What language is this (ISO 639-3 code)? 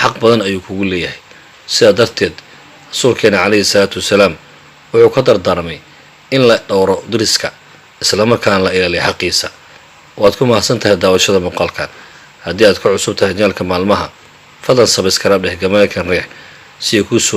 som